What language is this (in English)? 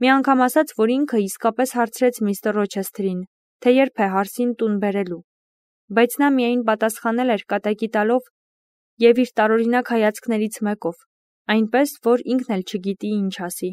Armenian